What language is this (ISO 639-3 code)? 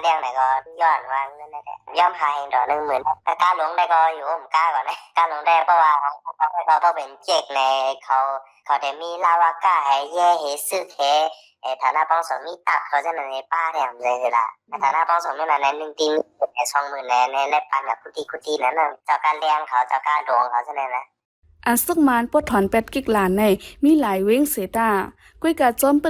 shn